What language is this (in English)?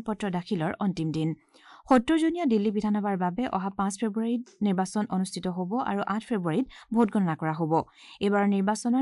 Assamese